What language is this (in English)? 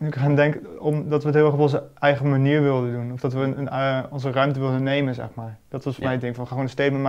Dutch